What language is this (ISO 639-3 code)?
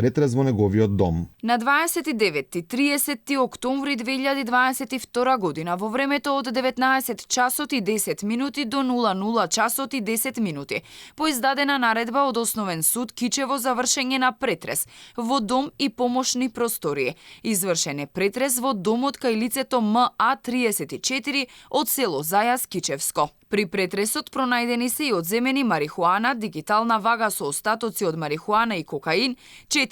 mkd